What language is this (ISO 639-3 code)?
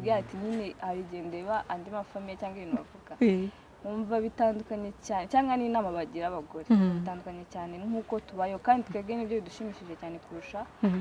kin